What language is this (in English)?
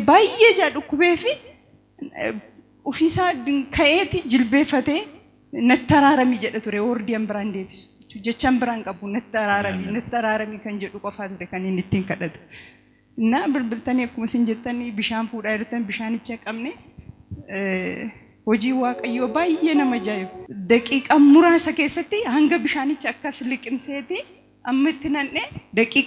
Oromo